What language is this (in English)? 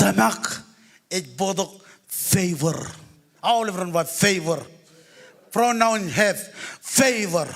Marshallese